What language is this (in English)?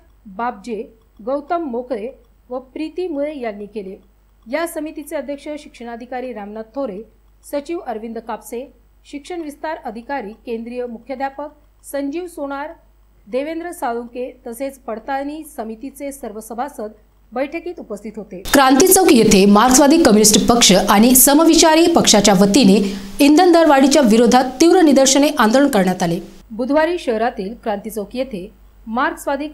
Marathi